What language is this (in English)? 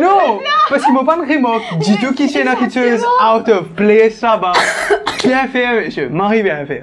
Morisyen